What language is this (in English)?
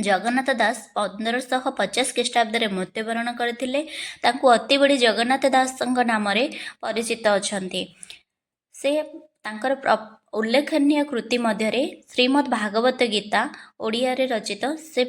Odia